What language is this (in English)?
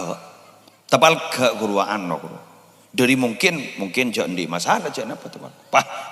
Madurese